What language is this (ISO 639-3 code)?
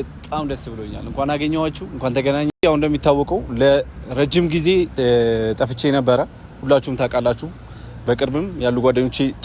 amh